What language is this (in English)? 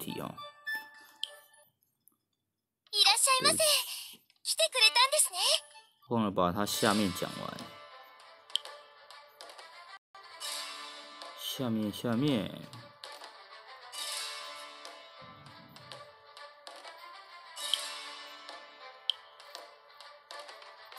Chinese